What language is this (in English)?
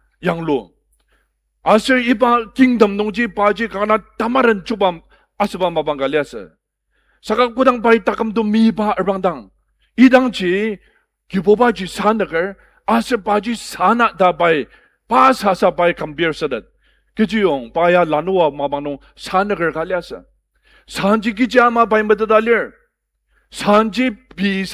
Ao Naga